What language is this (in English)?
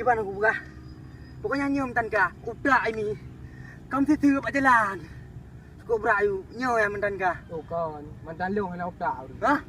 Achinese